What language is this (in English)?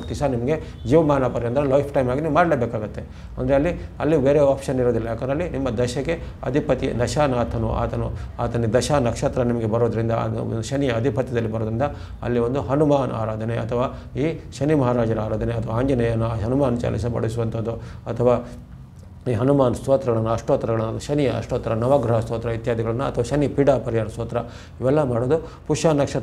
Kannada